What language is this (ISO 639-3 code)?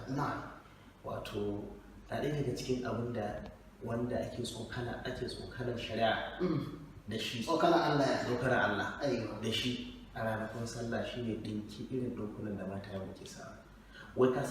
hau